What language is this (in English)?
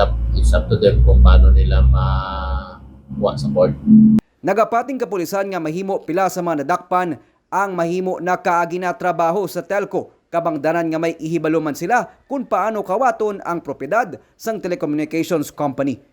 Hiligaynon